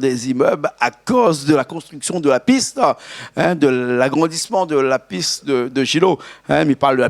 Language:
Réunion Creole French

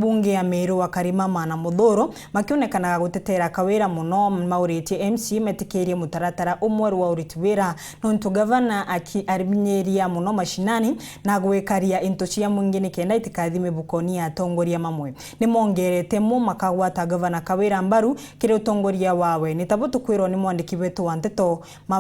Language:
Meru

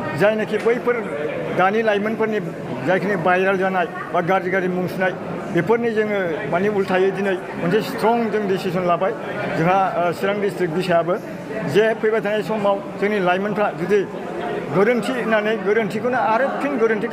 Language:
Bodo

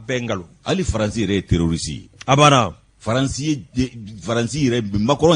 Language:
Bambara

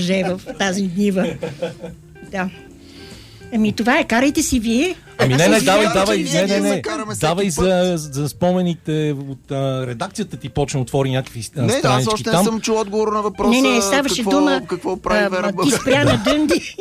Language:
Bulgarian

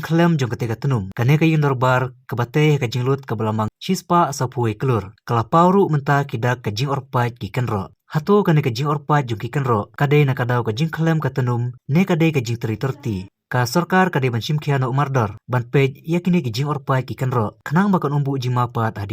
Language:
Khasi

